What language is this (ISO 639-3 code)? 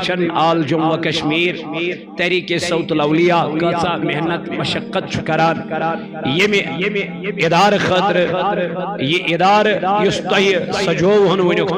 kas